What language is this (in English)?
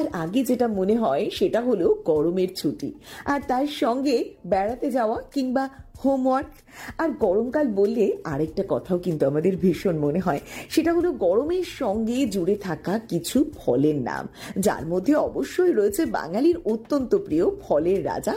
Bangla